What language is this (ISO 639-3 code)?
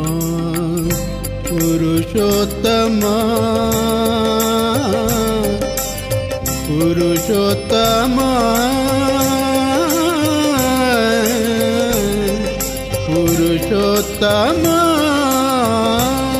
tel